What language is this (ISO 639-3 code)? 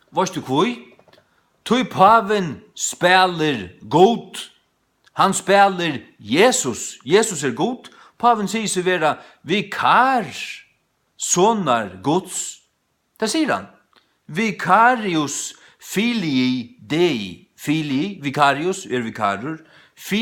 fao